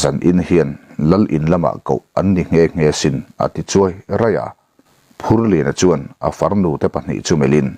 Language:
Mizo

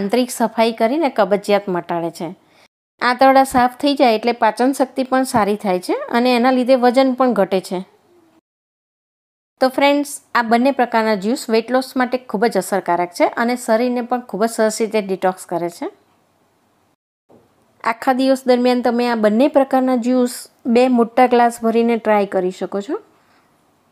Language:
Gujarati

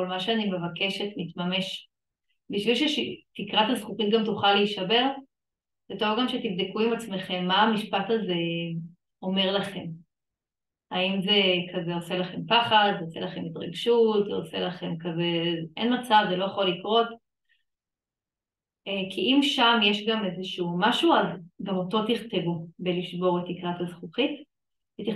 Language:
Hebrew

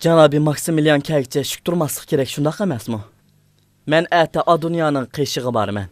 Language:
Uyghur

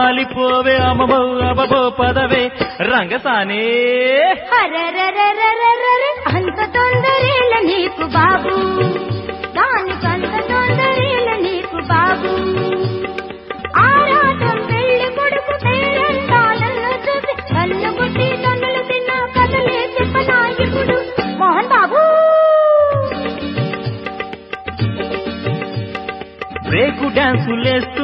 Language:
Telugu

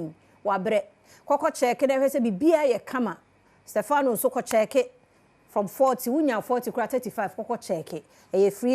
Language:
Akan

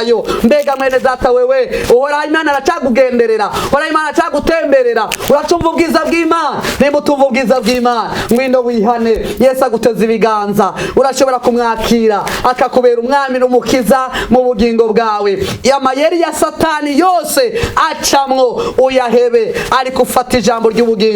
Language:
Rundi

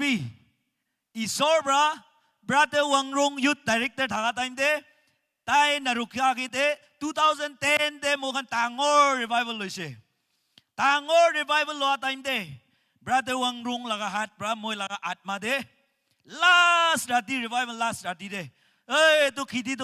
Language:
Naga Pidgin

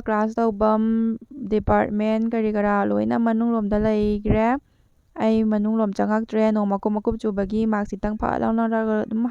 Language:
Manipuri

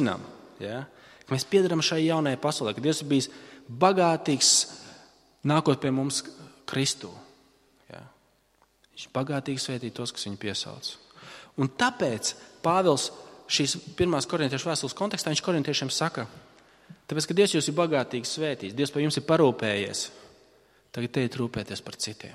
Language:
Latvian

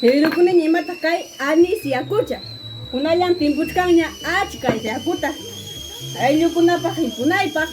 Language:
Ayacucho Quechua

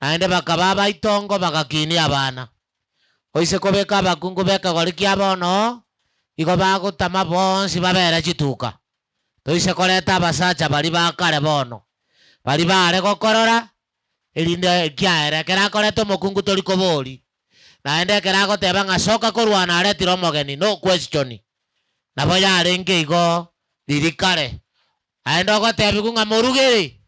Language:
Gusii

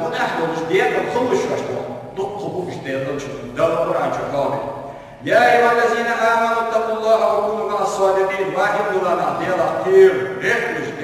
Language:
Ingush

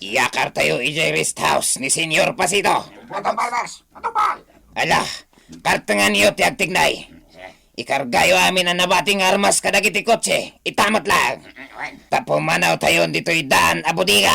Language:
Iloko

